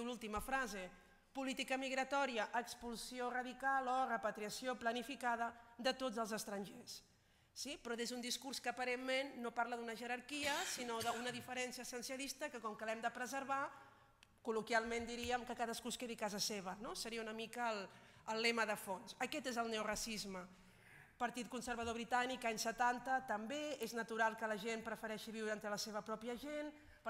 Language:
Catalan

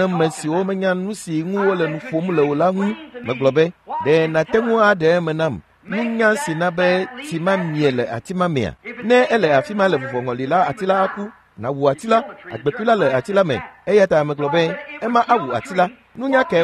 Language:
Ewe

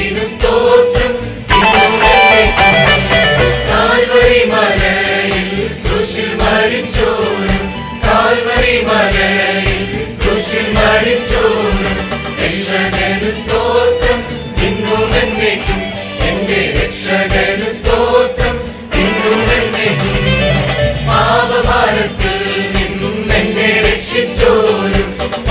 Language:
Malayalam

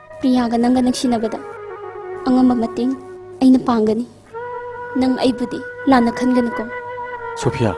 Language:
Manipuri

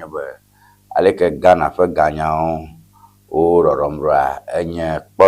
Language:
Ewe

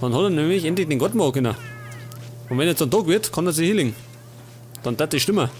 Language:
Bavarian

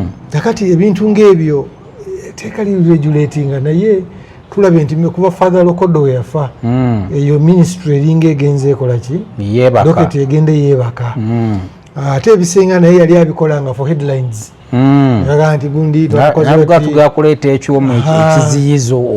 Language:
Ganda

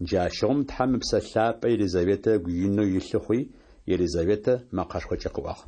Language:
Adyghe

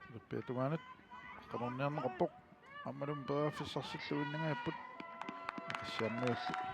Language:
Kalaallisut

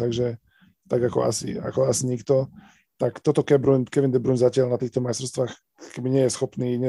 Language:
Slovak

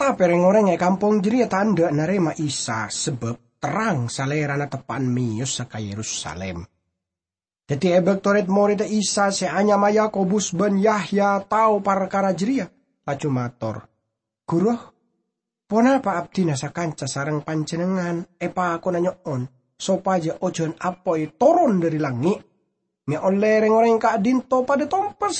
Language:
Madurese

